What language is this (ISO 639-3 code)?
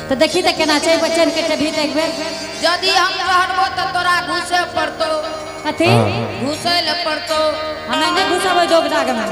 anp